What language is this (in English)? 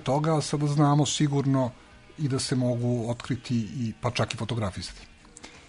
Serbian